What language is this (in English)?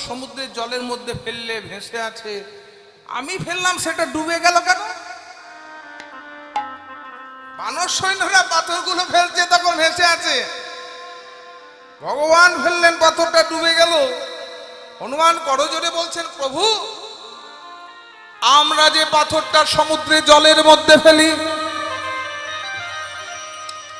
Bangla